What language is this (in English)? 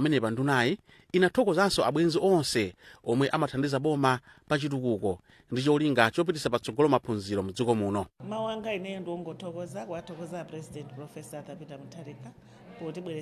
Nyanja